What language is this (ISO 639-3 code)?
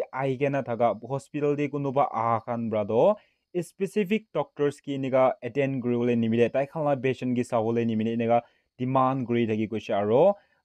nag